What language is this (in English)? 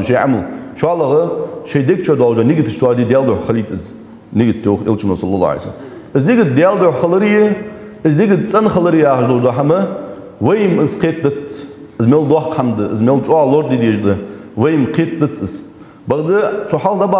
Ingush